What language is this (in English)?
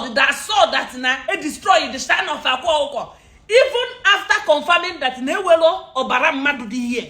Igbo